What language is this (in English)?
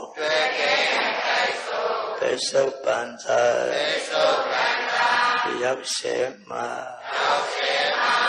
Burmese